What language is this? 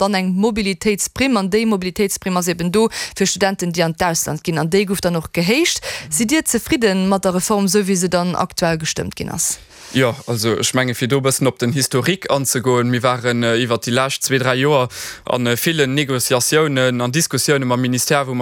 Luxembourgish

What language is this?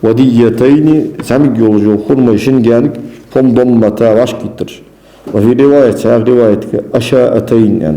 Ingush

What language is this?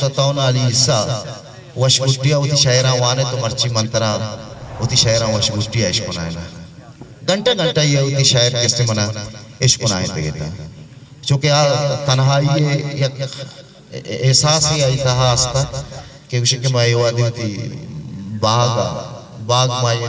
Eastern Balochi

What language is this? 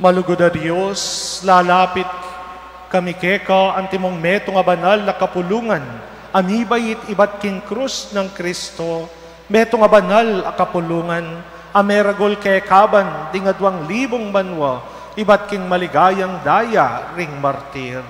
Pampanga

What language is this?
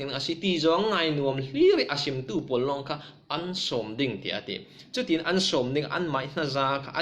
Falam Chin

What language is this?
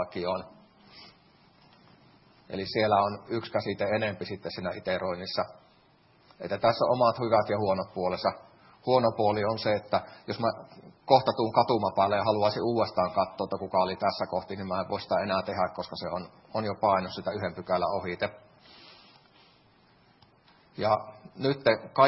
Finnish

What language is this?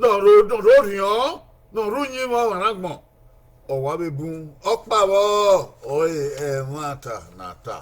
Bini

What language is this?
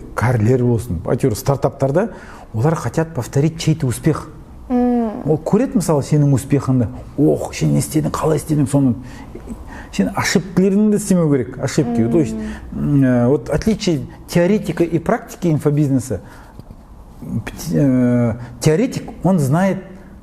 Kazakh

